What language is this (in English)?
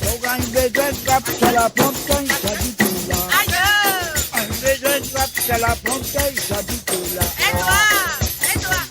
Morisyen